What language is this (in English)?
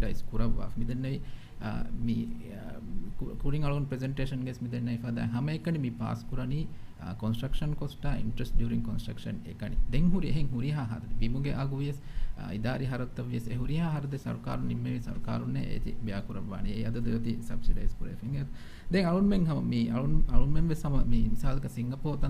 Divehi